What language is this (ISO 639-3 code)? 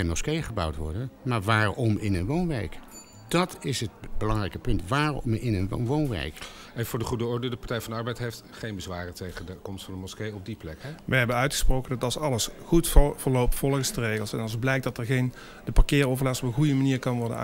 nld